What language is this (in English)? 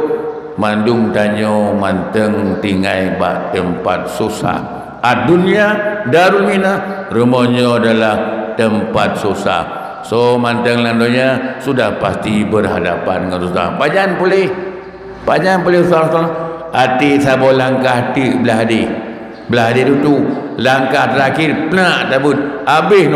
Achinese